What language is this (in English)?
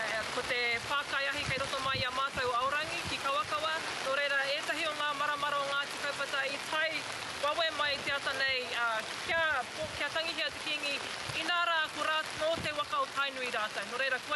Māori